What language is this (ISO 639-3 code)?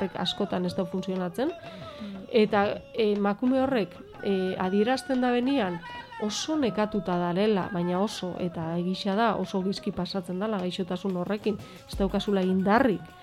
eus